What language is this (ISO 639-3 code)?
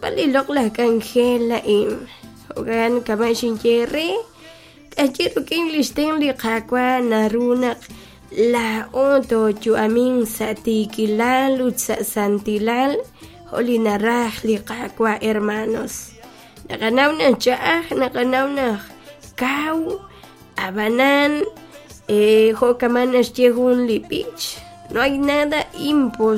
kek